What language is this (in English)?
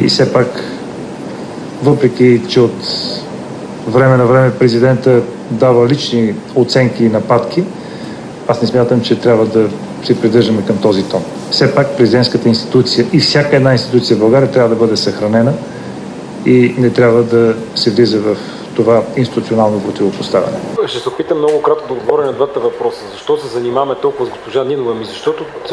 Bulgarian